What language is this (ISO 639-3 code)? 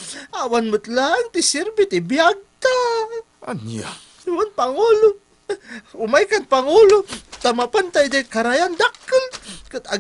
ilo